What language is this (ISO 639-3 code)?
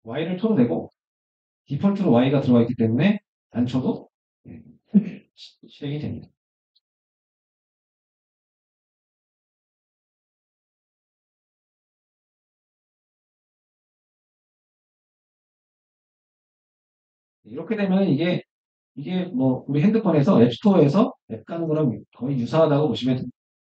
kor